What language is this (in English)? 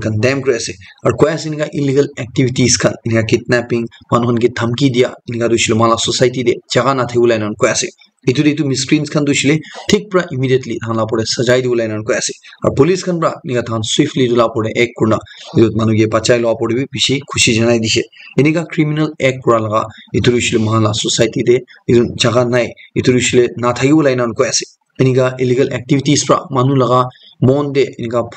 Naga Pidgin